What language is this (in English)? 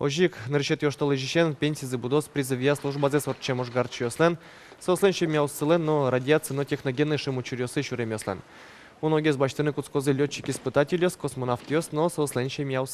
Udmurt